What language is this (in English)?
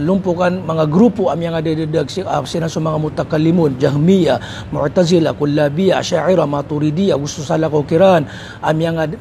Maranao